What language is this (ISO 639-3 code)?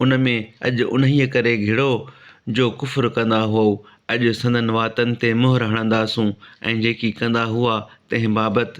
snd